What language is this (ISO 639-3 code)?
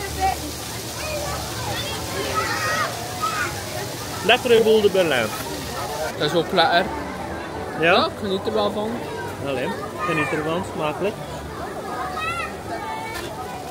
nld